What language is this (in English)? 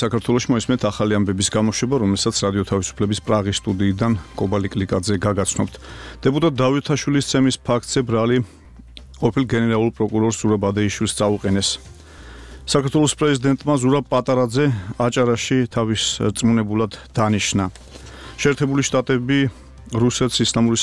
Georgian